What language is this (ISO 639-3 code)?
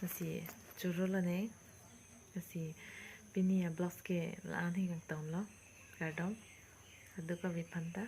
mjw